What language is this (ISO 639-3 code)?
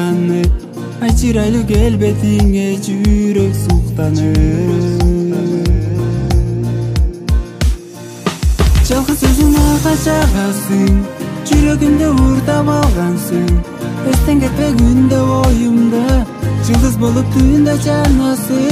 kaz